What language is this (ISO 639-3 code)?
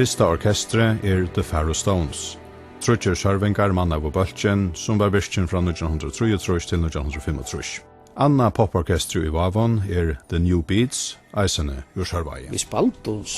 fao